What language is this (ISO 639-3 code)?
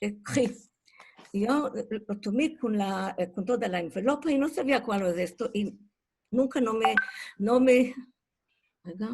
lad